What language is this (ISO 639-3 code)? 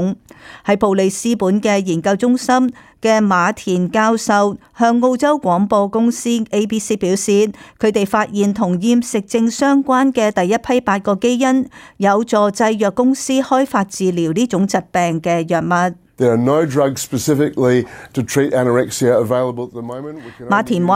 yue